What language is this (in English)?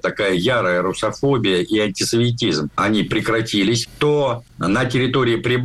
Russian